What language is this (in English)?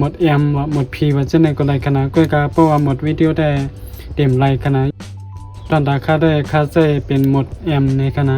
Shan